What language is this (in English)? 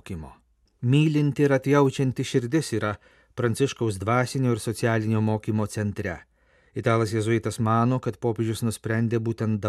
Lithuanian